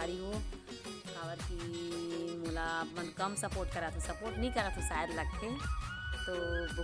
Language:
Chhattisgarhi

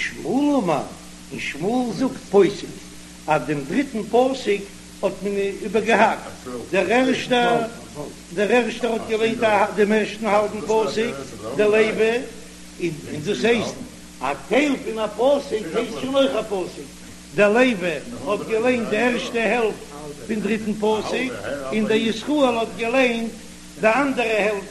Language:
Yiddish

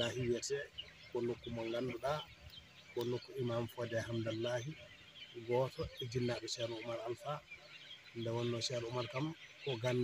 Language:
Fula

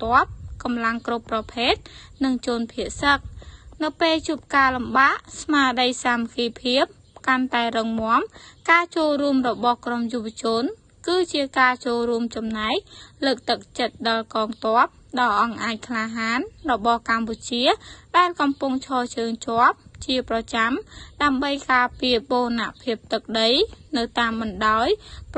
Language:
Khmer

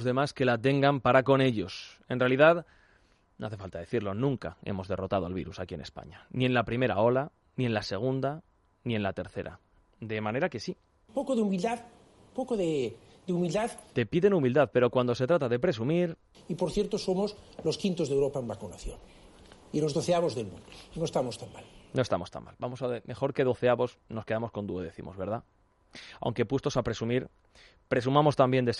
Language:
Spanish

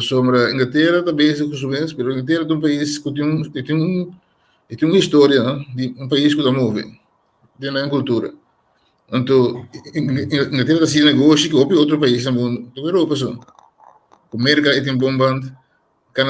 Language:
Papiamento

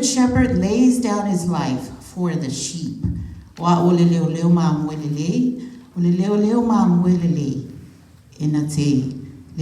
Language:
Samoan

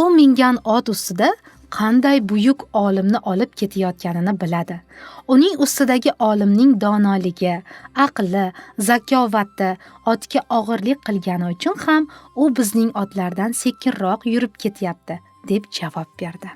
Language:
Uzbek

